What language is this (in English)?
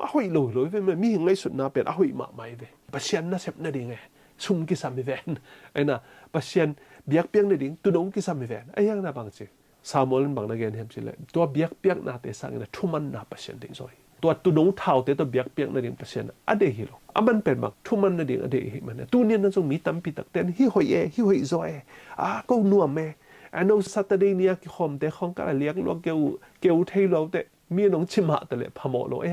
Tedim Chin